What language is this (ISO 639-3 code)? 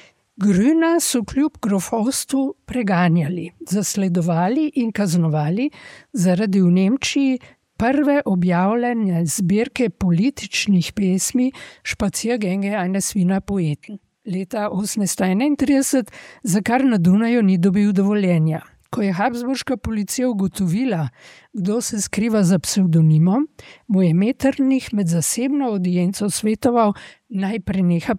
slv